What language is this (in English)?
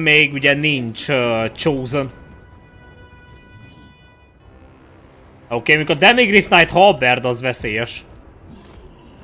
Hungarian